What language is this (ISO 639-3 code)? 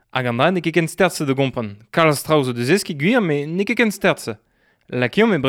bre